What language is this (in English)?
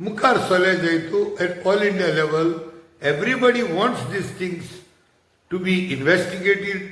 Konkani